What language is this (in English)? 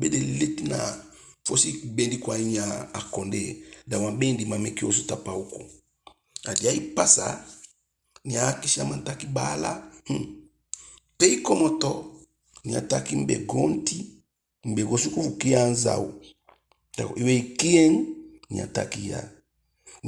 Eastern Maroon Creole